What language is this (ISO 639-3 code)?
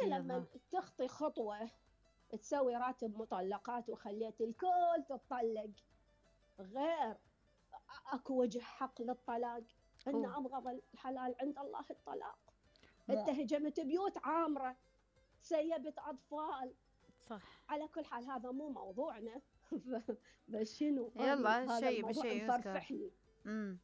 acm